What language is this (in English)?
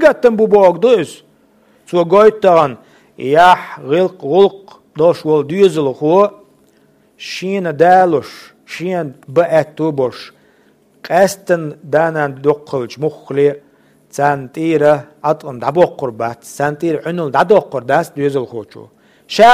Chechen